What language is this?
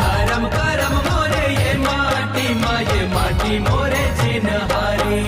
Chhattisgarhi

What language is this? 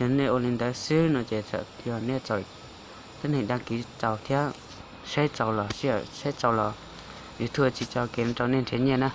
Hmong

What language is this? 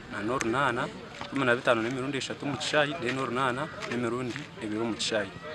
Nyankole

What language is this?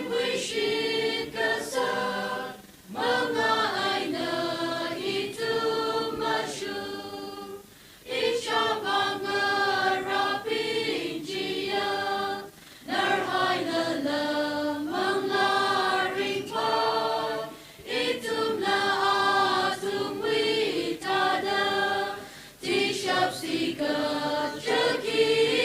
Tangkhul Naga (India)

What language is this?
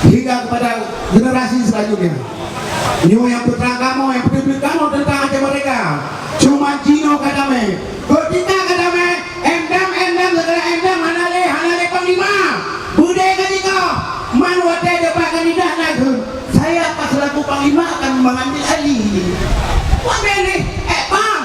Achinese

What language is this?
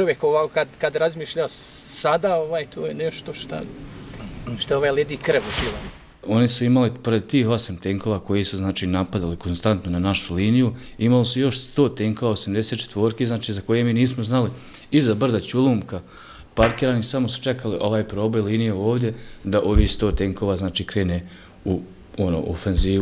Bosnian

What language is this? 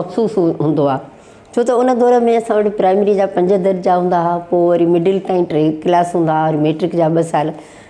Sindhi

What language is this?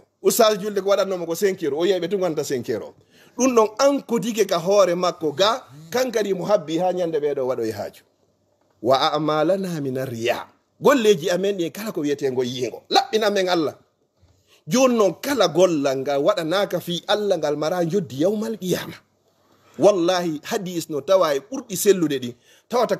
Fula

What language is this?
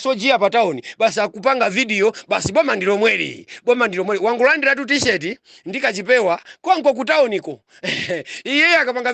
Nyanja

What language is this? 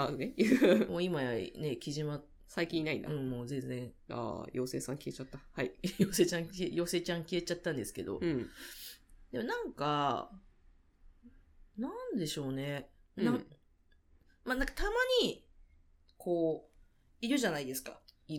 Japanese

